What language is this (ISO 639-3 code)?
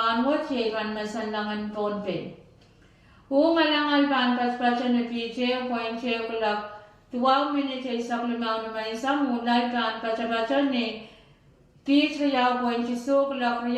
pon